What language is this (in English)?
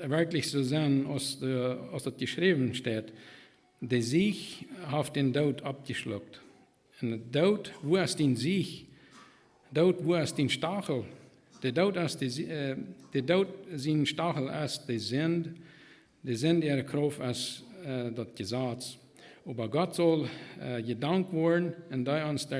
Plautdietsch